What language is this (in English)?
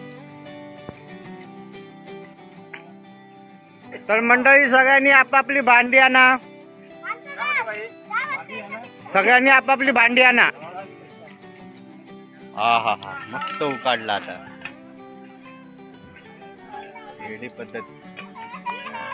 Marathi